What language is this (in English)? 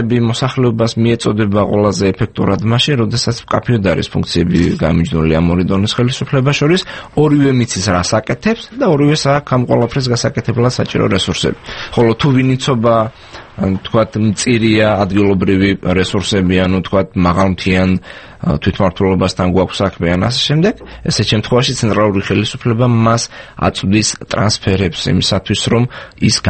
Georgian